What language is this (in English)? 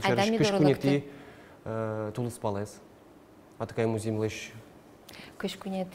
Udmurt